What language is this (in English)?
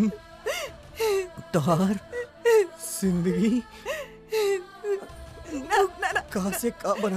Bhojpuri